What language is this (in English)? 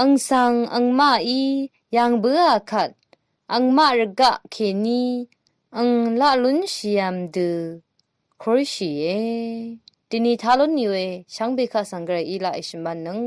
Rawang